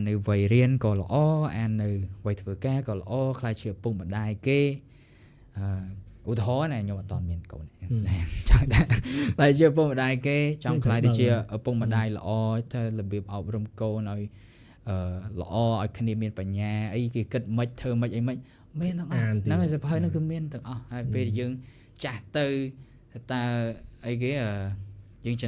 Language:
Khmer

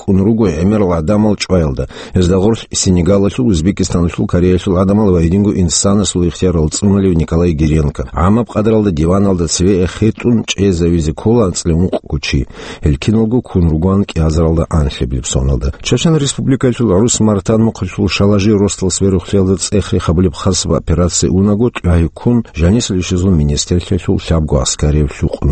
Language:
Avaric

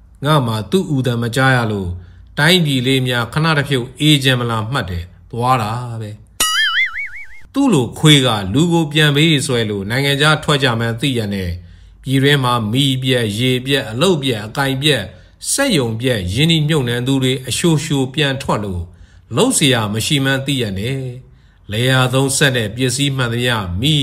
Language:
Burmese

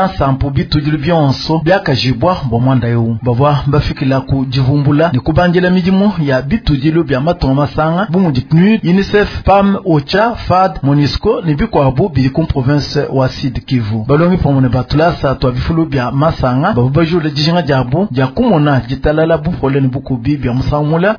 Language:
Luba-Lulua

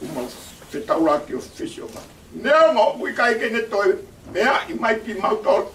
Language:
Tongan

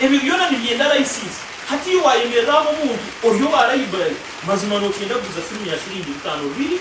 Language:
Nyankole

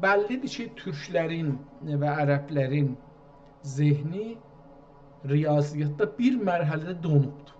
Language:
South Azerbaijani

